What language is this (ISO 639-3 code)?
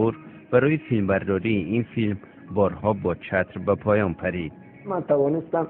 tgk